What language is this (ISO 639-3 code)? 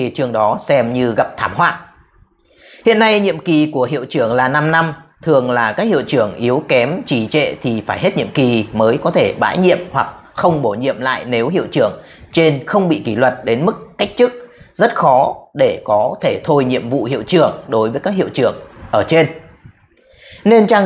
vie